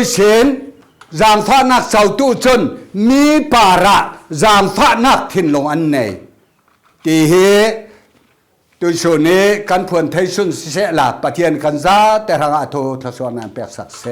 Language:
Falam Chin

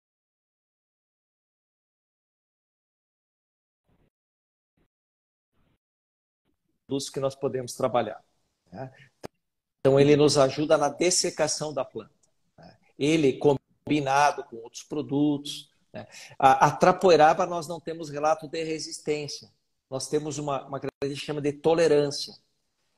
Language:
Portuguese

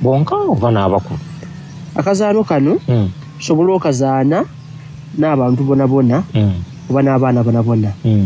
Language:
Soga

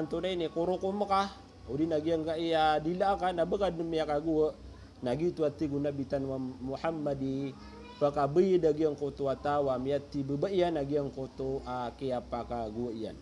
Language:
Maranao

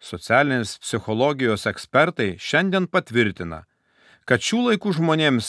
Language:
Lithuanian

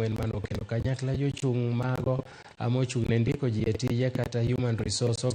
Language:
Luo (Kenya and Tanzania)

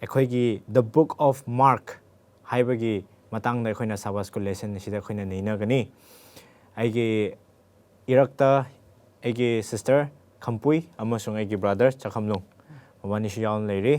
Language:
Manipuri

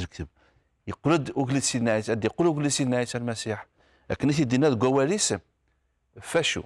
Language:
Kabyle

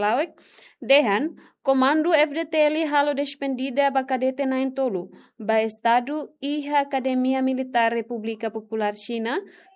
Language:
Tetum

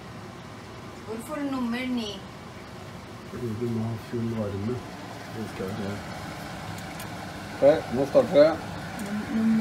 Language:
Norwegian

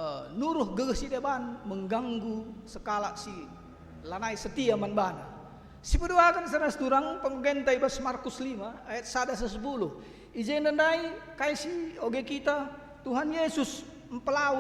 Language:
Batak Karo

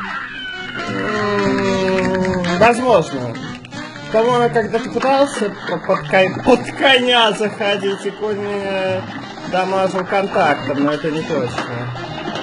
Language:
Russian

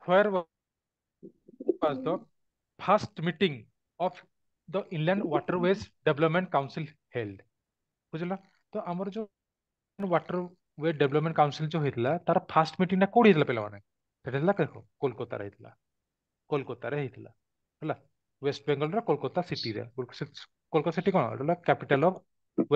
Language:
Odia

